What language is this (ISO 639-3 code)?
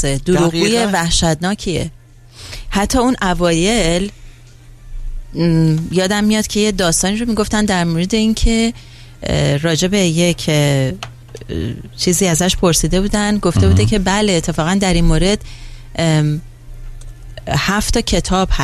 fas